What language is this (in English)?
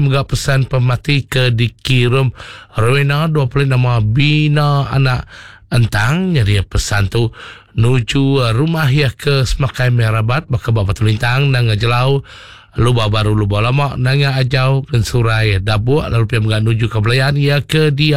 Iban